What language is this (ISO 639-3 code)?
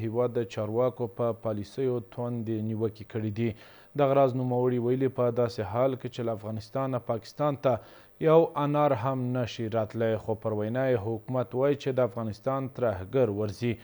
pus